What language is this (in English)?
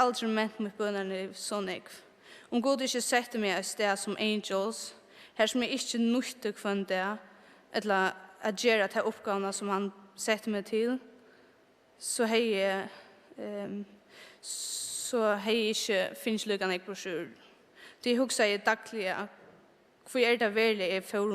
Faroese